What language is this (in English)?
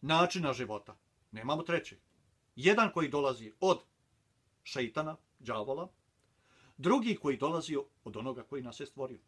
Bosnian